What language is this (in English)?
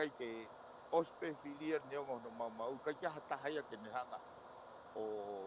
Tongan